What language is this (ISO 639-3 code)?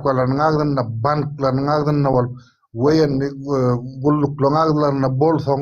tuk